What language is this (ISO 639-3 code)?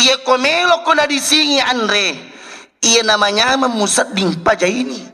bug